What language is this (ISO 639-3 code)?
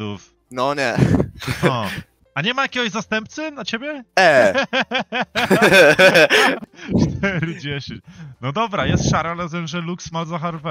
pol